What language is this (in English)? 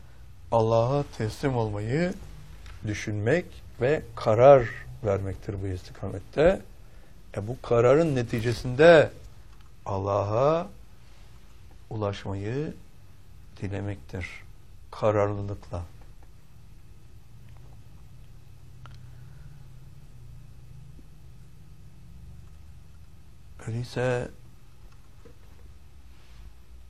Turkish